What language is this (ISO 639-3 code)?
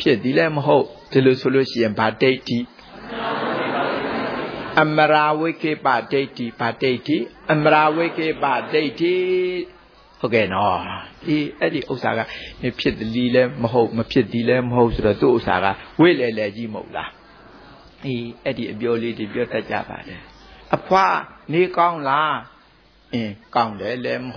mya